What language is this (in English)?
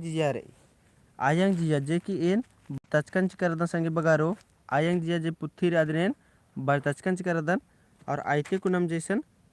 Kurukh